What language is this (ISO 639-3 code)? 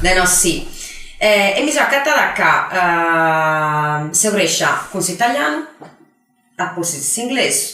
srd